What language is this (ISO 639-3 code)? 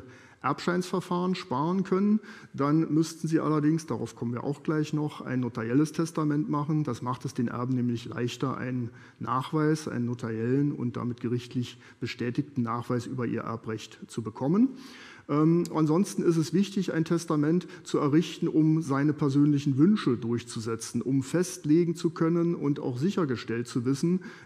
deu